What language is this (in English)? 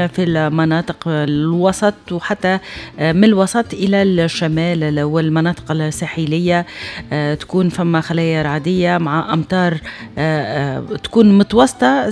Tunisian Arabic